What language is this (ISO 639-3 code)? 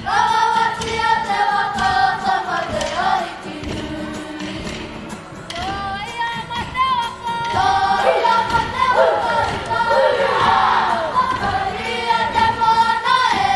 mri